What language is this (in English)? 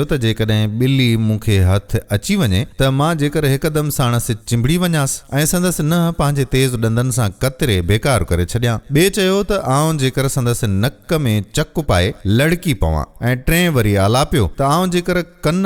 Sindhi